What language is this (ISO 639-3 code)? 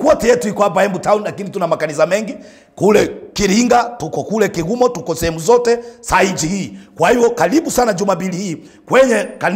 swa